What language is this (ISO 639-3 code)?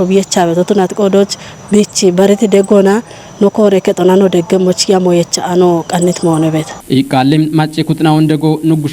kbr